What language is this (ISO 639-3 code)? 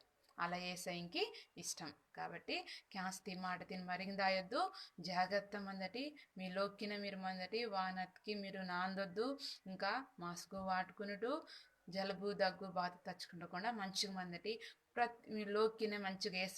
kff